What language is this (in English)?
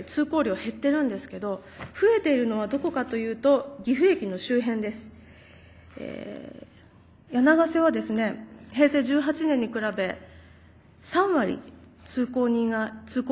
Japanese